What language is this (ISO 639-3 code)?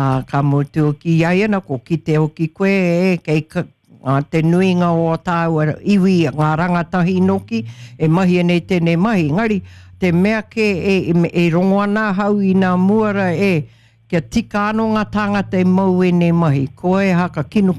mri